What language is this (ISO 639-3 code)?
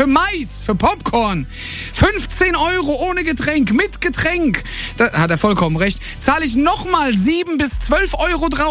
deu